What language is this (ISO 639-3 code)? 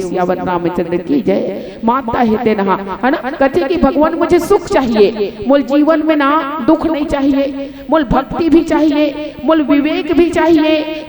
hne